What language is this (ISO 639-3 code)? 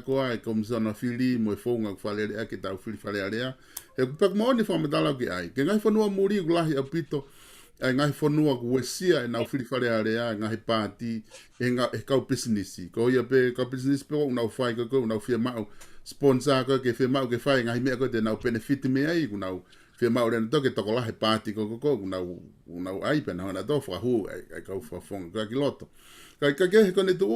ton